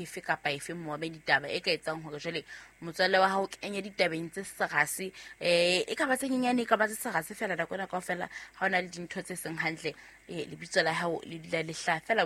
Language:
Southern Sotho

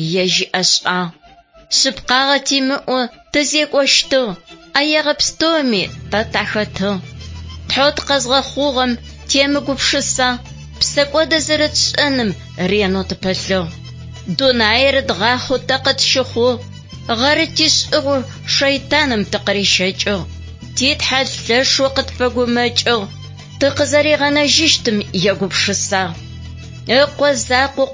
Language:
Adyghe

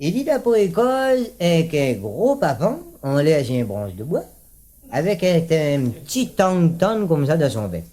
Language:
Réunion Creole French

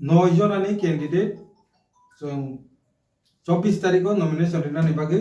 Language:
Kok Borok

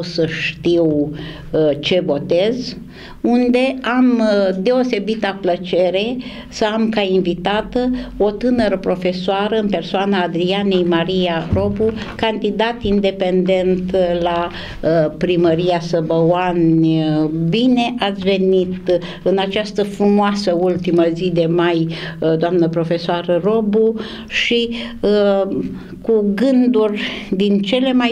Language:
Romanian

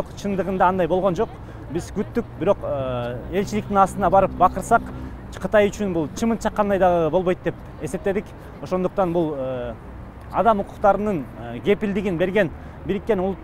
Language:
Kyrgyz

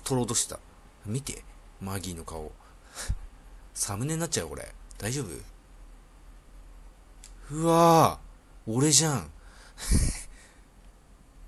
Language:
Japanese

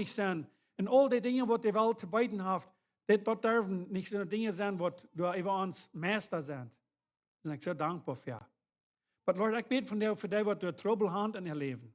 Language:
Plautdietsch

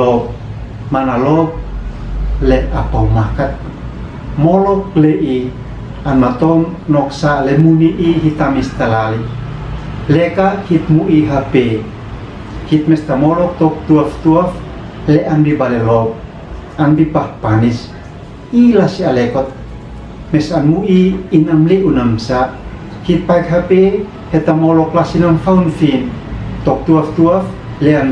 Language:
Uab Meto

